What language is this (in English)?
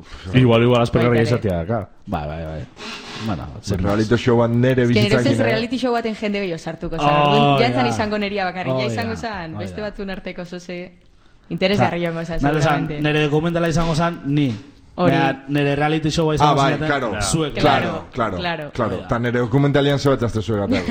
Basque